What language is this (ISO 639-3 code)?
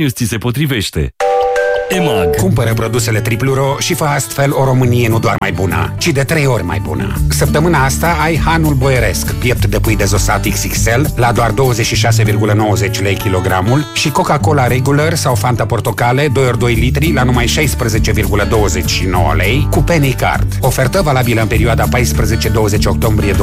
ron